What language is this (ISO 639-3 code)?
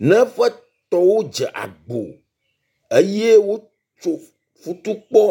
ewe